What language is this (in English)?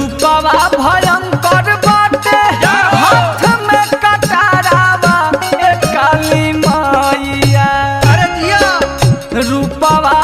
Bhojpuri